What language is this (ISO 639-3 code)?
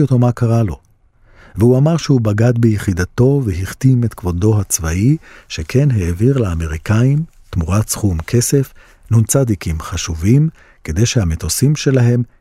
heb